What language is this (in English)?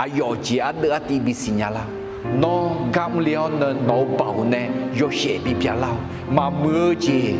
Akha